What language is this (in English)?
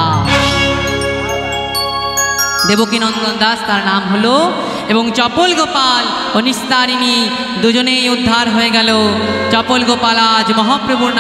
Bangla